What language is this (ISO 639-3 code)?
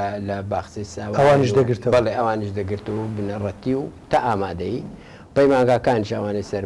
ckb